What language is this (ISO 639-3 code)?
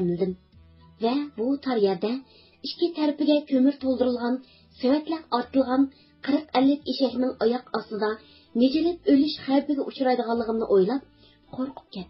uig